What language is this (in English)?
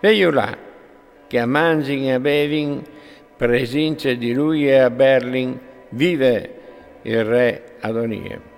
Friulian